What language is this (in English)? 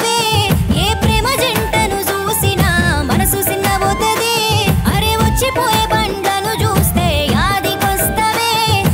Telugu